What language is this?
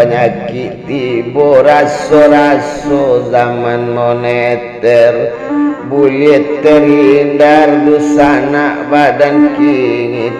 Minangkabau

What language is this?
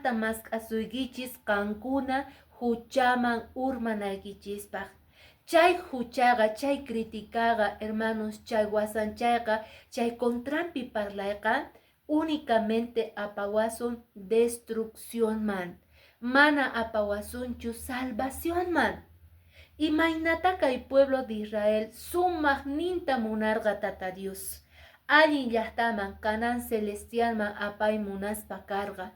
Quechua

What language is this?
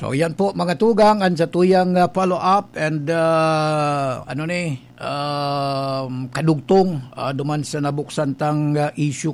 Bikol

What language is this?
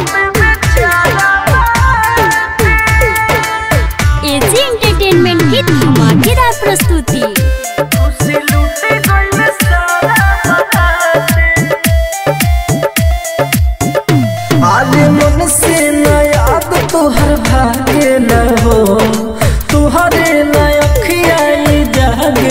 Bhojpuri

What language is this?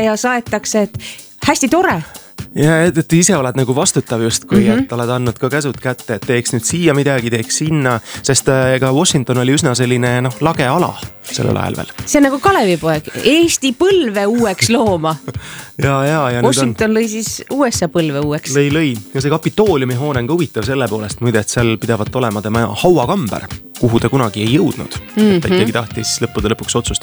Estonian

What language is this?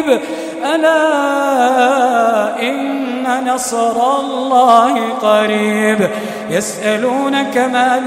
Arabic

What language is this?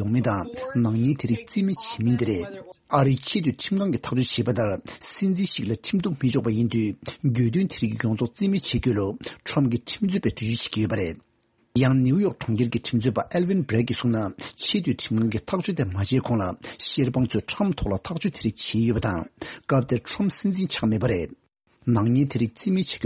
Tibetan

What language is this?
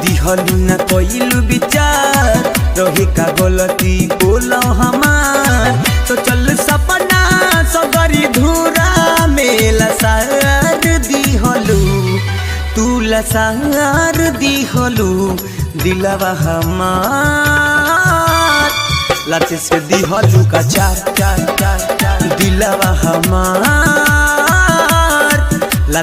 Bhojpuri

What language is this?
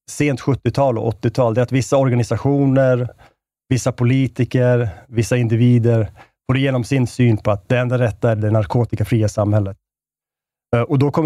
Swedish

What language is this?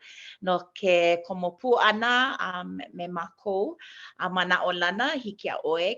Hawaiian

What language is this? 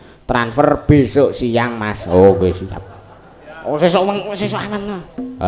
Javanese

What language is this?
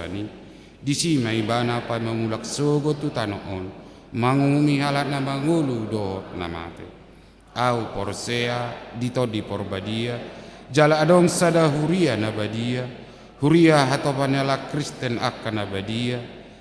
Batak Toba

